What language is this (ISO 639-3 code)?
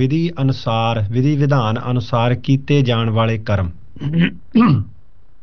pan